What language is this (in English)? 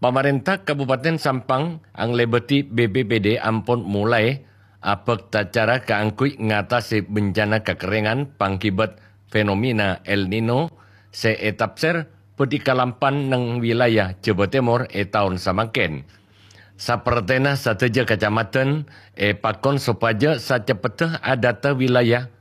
Madurese